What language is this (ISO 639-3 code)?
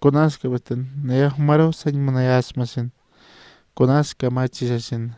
aym